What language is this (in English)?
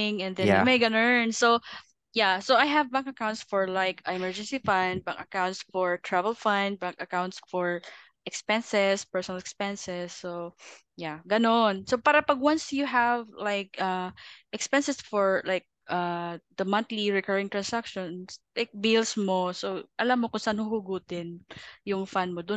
Filipino